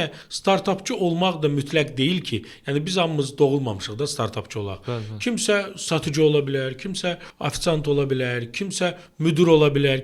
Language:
Azerbaijani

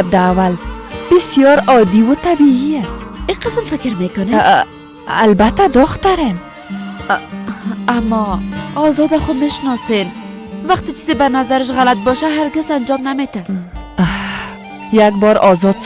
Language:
Persian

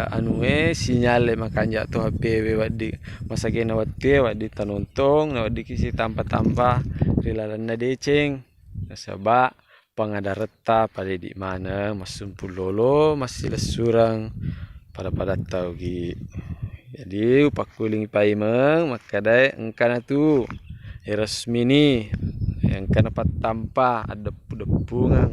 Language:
Buginese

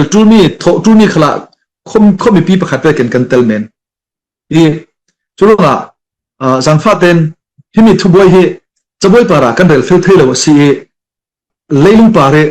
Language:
Falam Chin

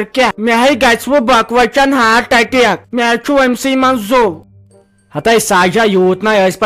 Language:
Kashmiri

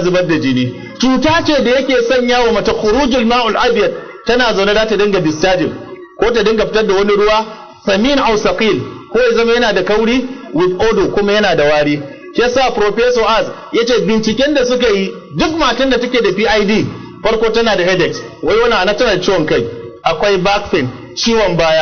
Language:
Hausa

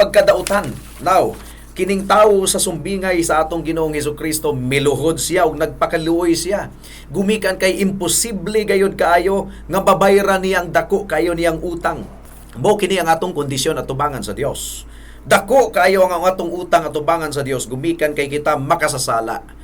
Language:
Cebuano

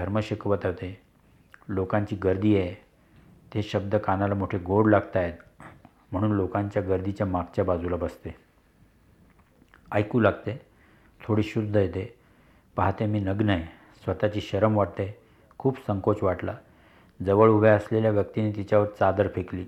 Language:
Marathi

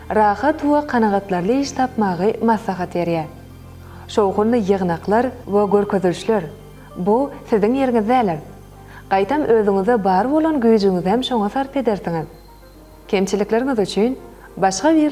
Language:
Turkmen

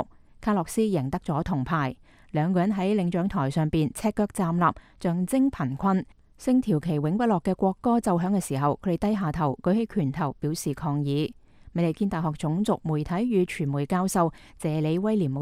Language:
Cantonese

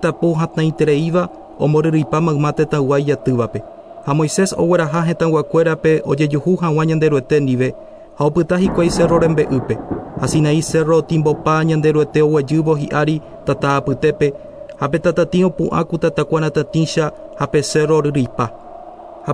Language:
Guarani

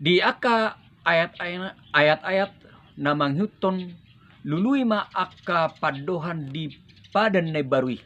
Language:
Batak Toba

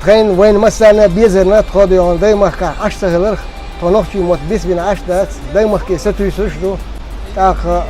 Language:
Chechen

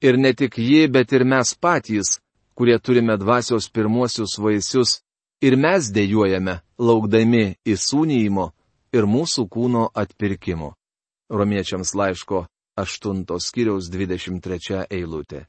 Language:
Lithuanian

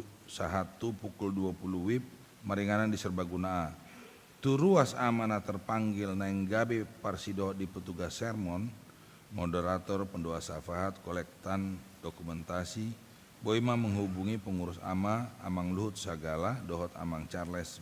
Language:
Batak Toba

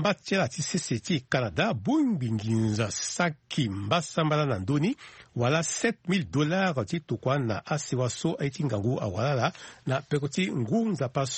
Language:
Sango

